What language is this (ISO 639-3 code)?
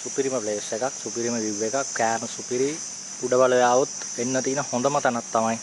sin